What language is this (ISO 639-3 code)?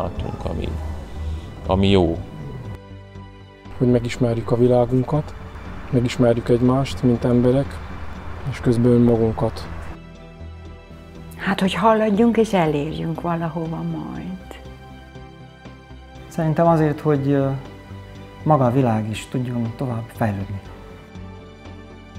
hun